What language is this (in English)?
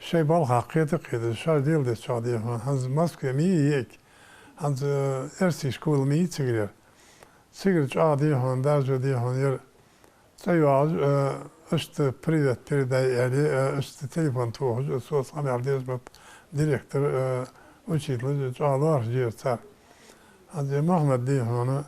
Ingush